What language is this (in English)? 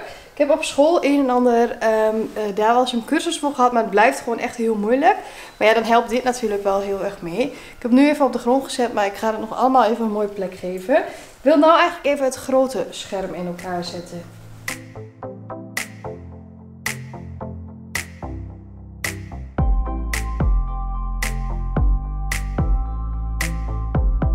Dutch